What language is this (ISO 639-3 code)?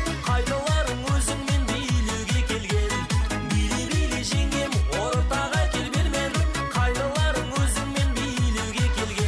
kaa